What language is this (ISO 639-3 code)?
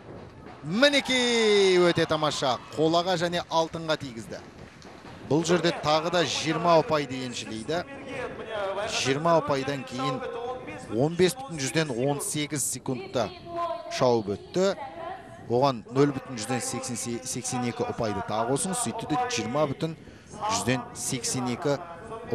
kaz